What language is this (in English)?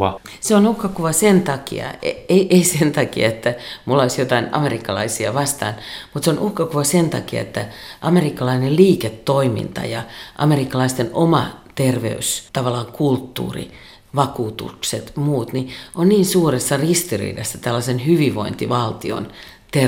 Finnish